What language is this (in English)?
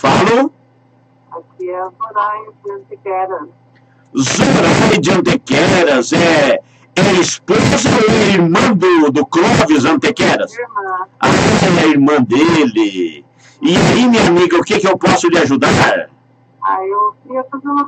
Portuguese